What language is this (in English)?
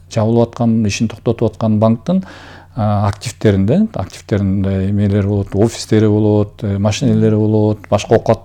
Kyrgyz